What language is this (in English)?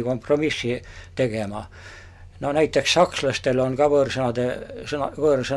Estonian